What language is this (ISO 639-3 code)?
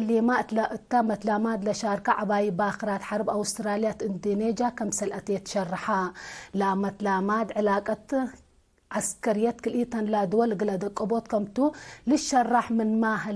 tig